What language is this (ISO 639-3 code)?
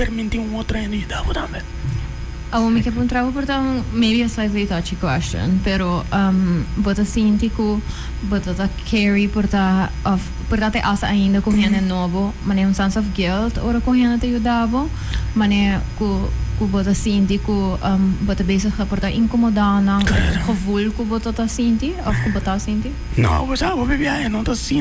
pap